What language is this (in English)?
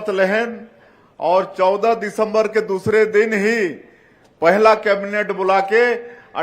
Chhattisgarhi